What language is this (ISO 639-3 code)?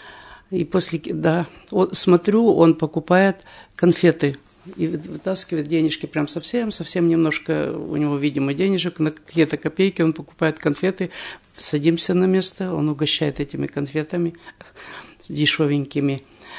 rus